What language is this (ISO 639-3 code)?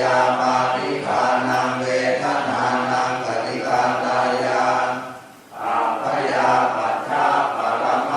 pli